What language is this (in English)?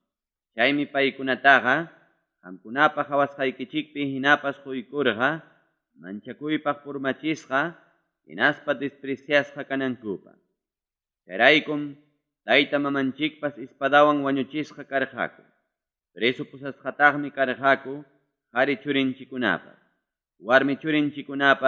Ayacucho Quechua